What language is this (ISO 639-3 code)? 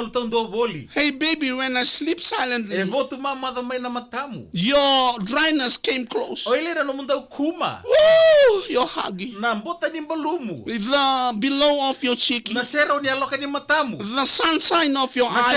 fij